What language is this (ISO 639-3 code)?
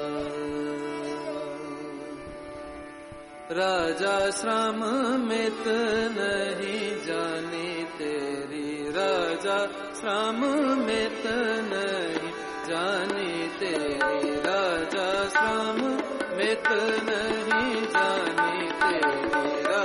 hin